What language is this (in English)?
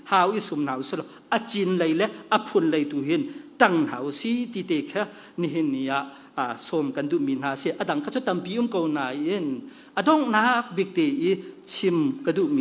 Hakha Chin